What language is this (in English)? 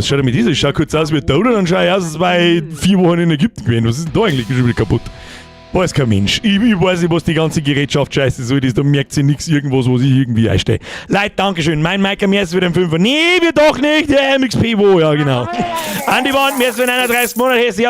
Bavarian